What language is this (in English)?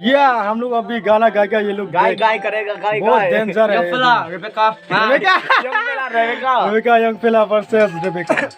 Hmar